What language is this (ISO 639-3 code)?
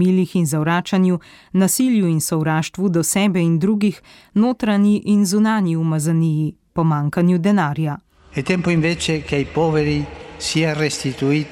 slv